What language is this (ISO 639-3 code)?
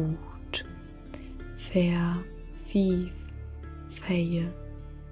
nds